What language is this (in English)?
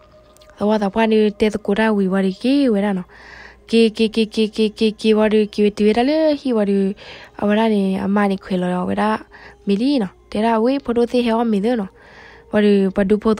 S'gaw Karen